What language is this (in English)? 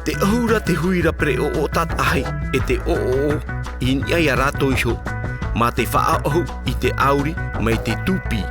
Tahitian